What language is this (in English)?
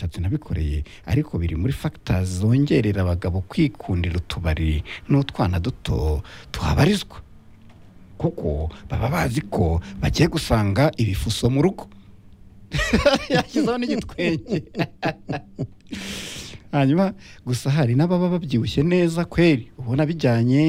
Kinyarwanda